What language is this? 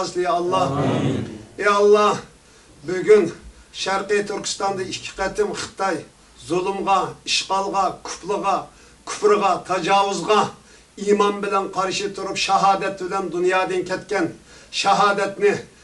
Uyghur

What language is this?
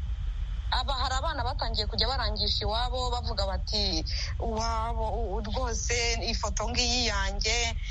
Kinyarwanda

